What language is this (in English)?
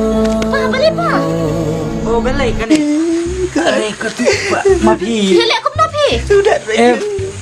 Khasi